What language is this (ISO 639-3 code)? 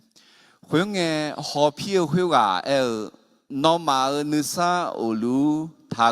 ahk